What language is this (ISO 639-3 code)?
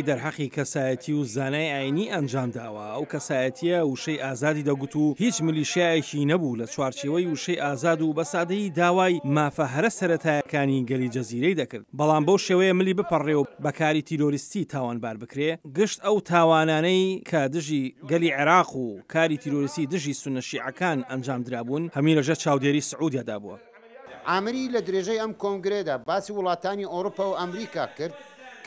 ckb